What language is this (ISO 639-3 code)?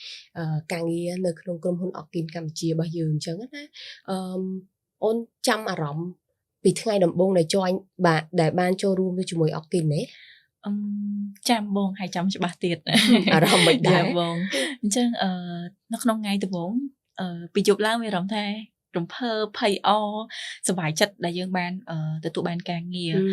khm